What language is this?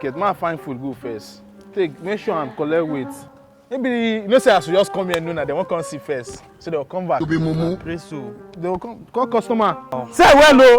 Nigerian Pidgin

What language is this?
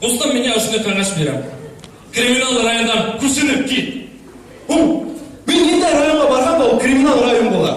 Bashkir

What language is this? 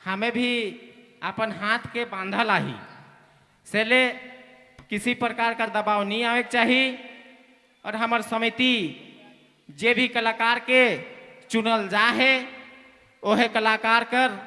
Sadri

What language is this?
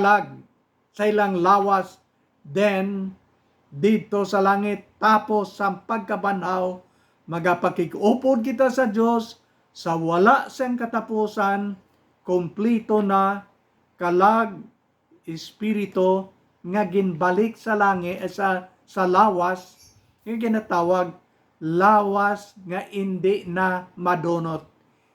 Hiligaynon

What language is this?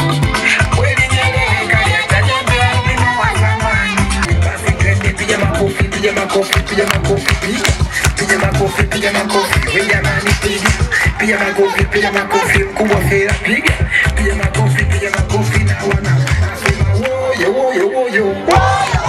Swahili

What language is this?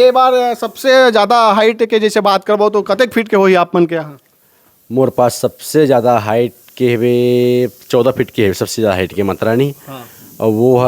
Chhattisgarhi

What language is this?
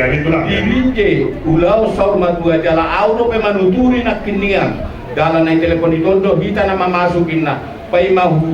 Batak Toba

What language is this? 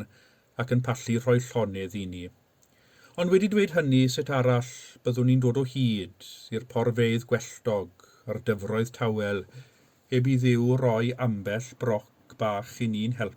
Welsh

